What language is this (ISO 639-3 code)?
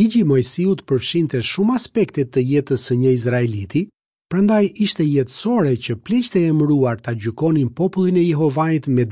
sqi